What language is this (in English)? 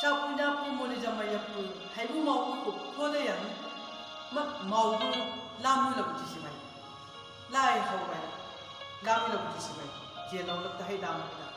Chang Naga